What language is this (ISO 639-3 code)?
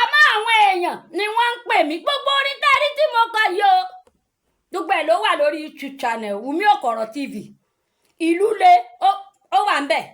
yor